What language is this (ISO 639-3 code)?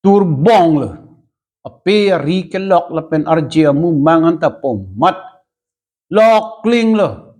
mjw